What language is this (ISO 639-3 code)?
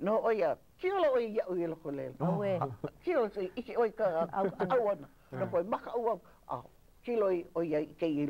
haw